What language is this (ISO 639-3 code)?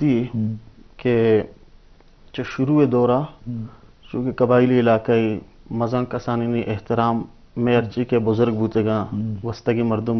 bgp